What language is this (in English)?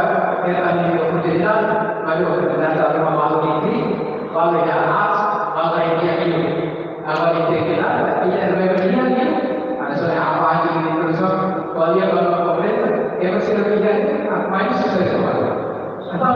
Tetum